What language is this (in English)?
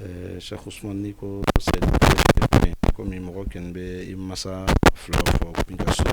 Bambara